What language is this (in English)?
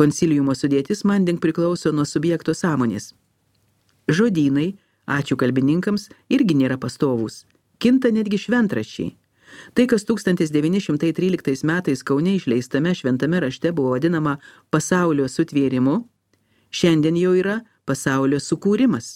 Lithuanian